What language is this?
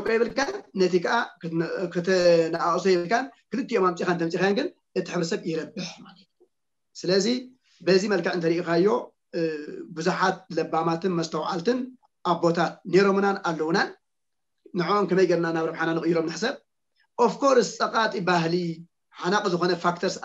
Tigrinya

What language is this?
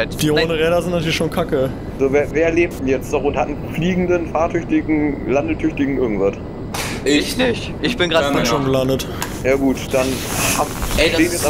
German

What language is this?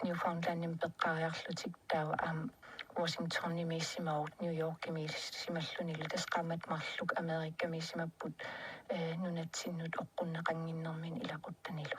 Kalaallisut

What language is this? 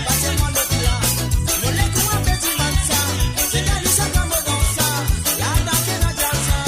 Morisyen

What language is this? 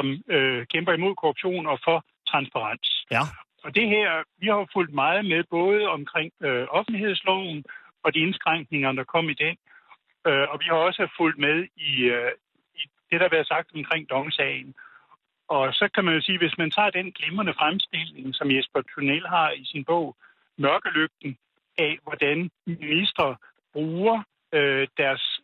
Danish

